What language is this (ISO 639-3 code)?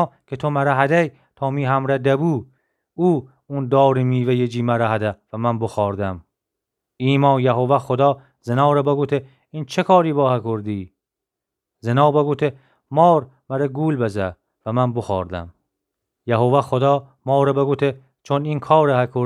glk